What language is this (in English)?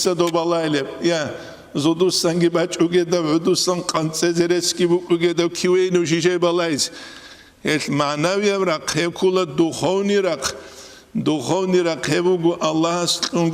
Avaric